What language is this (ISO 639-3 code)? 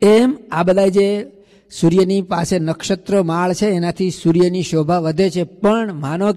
guj